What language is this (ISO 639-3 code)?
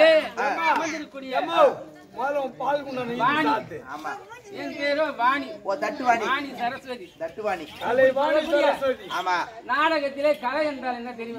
tam